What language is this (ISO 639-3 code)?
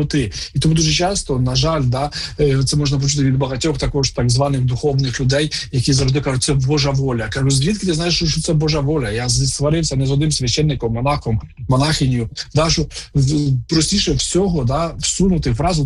ukr